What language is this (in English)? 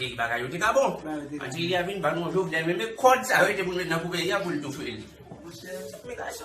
Haitian Creole